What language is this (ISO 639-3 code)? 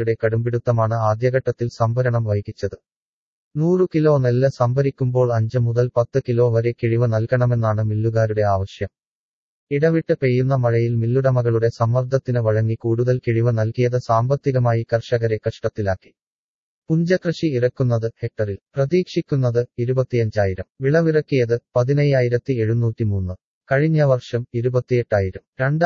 mal